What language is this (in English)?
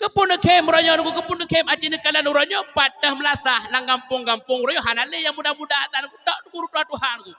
Achinese